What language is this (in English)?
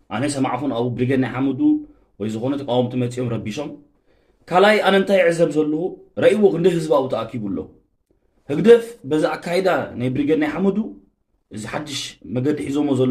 Tigrinya